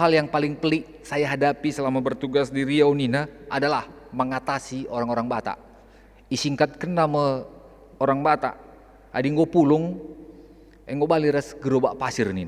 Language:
Batak Karo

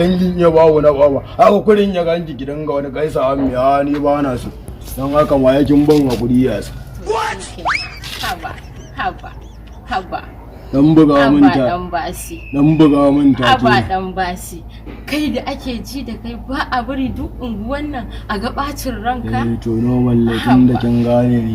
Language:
Hausa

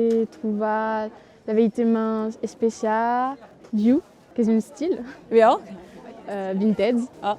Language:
Occitan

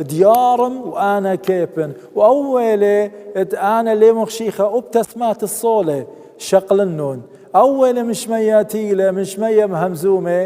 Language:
Assyrian Neo-Aramaic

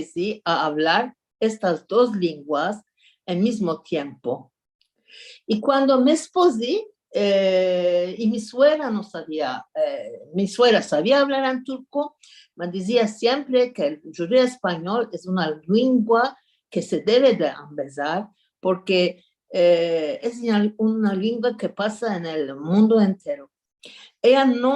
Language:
Ladino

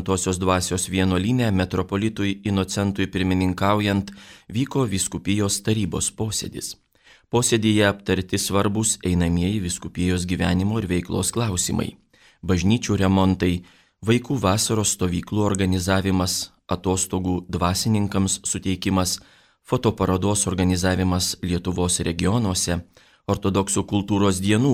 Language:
Lithuanian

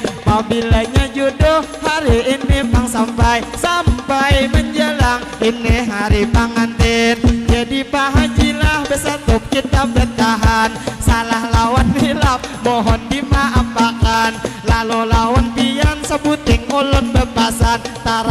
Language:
Banjar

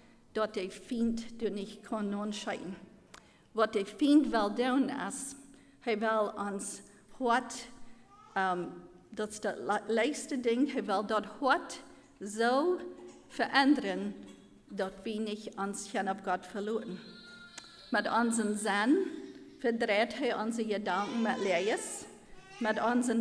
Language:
Plautdietsch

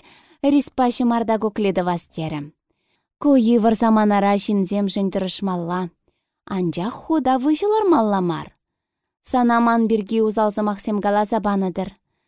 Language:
Chuvash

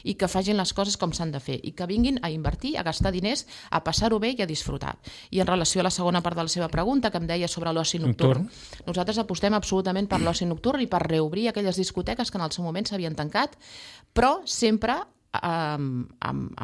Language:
Catalan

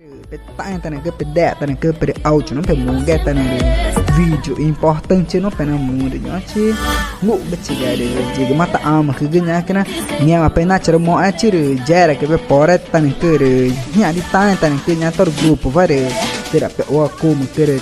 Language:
Ticuna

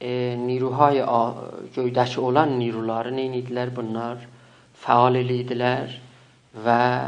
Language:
South Azerbaijani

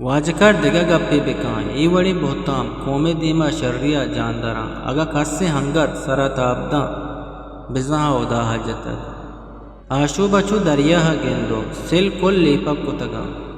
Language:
Eastern Balochi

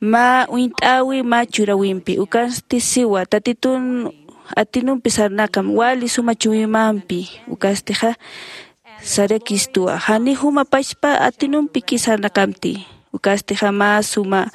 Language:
Aymara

